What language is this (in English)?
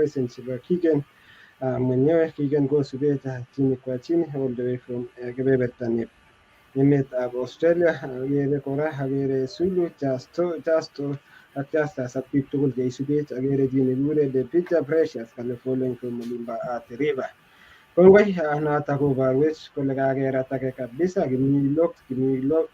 Kalenjin